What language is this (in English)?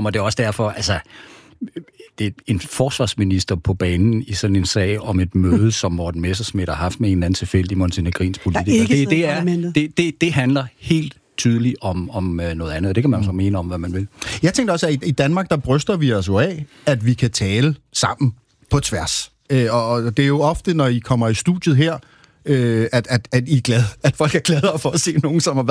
Danish